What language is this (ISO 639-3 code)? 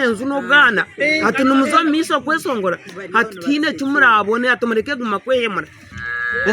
nyn